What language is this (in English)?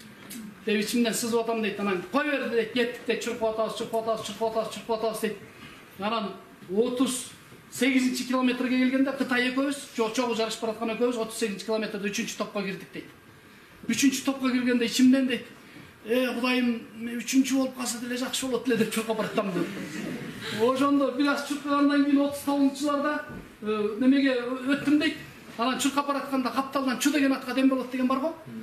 Kyrgyz